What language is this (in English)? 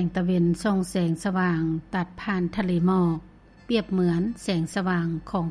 Lao